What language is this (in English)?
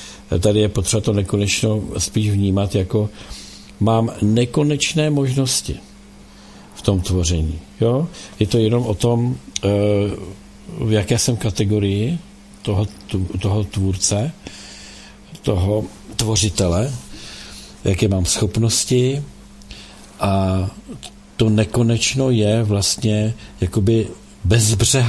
Czech